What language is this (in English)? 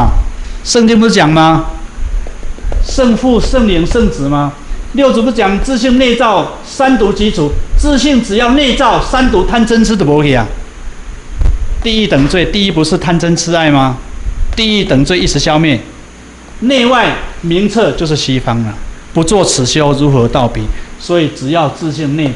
Chinese